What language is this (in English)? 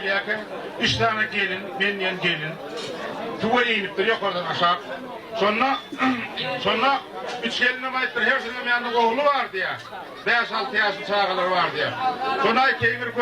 Turkmen